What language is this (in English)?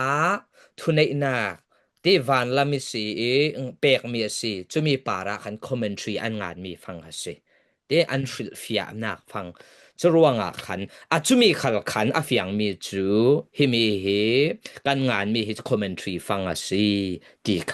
Falam Chin